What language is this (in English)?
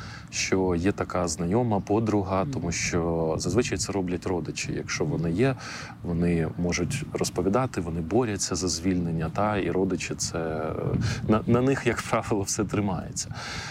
Ukrainian